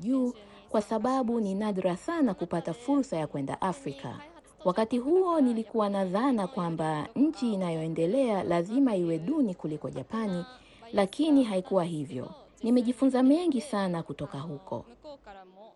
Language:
Swahili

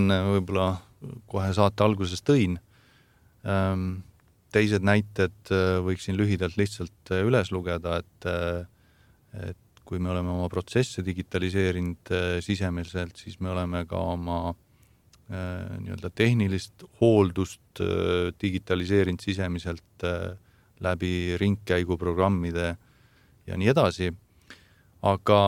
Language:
Estonian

